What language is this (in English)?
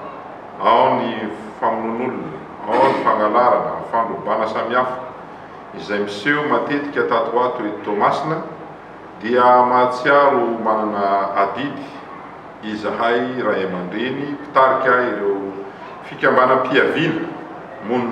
Malagasy